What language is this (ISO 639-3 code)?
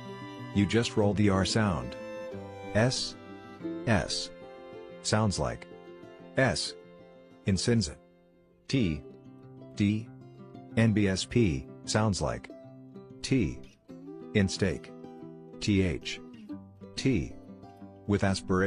tsn